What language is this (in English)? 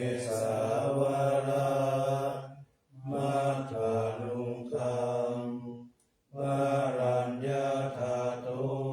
Pali